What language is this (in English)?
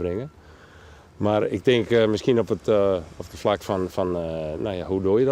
Western Frisian